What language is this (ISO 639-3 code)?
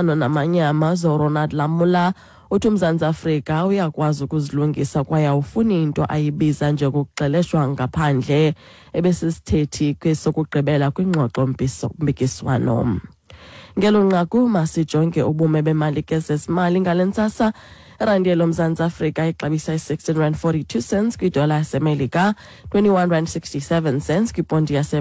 xho